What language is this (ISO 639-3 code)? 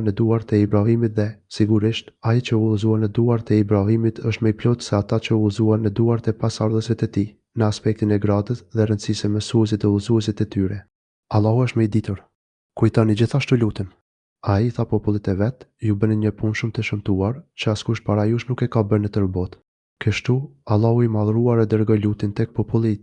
sqi